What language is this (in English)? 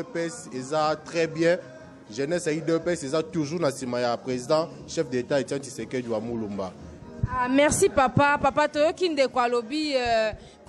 Lingala